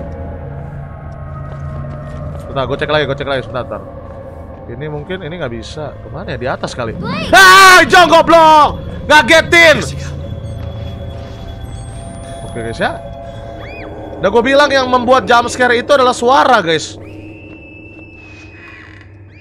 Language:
Indonesian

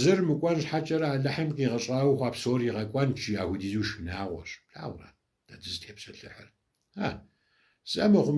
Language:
Kabardian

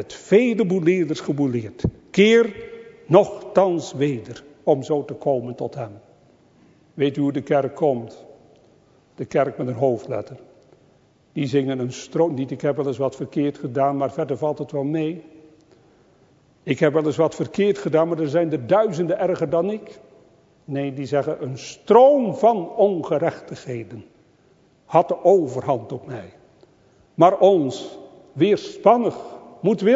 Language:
Dutch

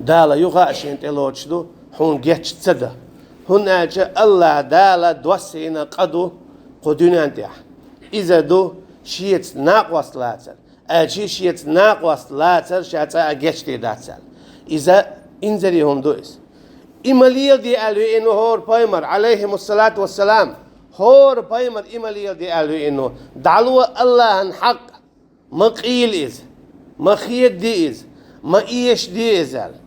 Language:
Chechen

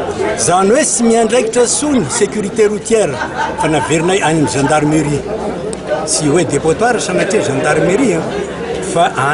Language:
Malagasy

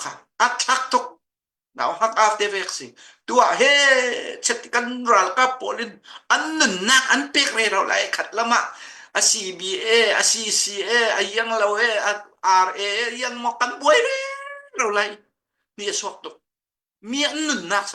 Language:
Falam Chin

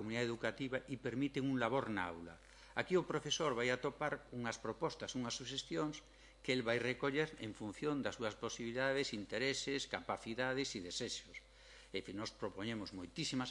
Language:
Galician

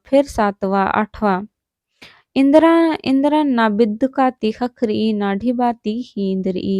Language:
Kurukh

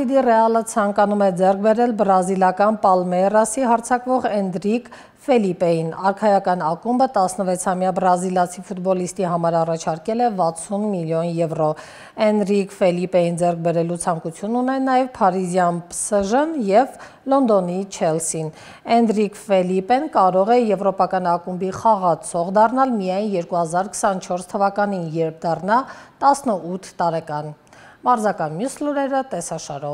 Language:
Armenian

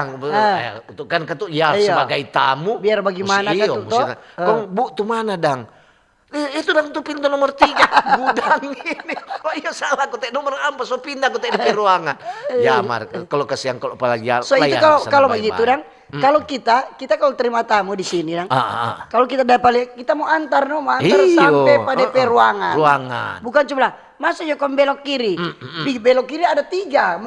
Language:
Manado Malay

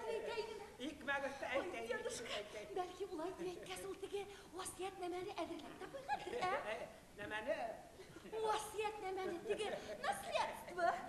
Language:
Bashkir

